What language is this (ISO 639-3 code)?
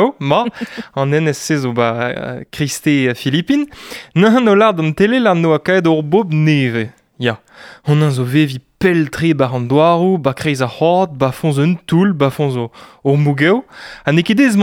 bre